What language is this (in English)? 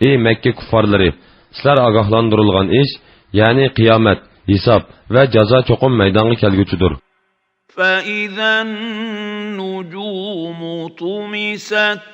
Uyghur